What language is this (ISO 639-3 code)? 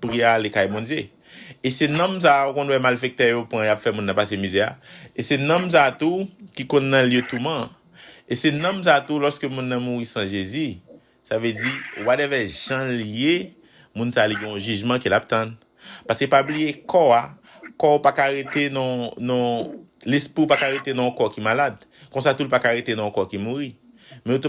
hat